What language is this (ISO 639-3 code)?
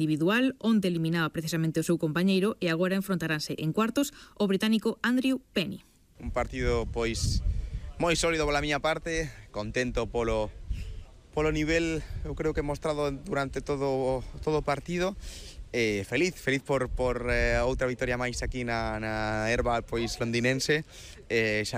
glg